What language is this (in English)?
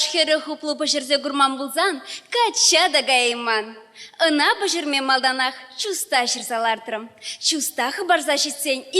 Chuvash